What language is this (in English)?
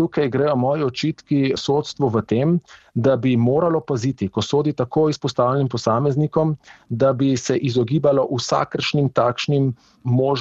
Slovenian